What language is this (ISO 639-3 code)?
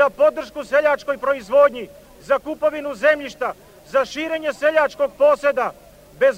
srp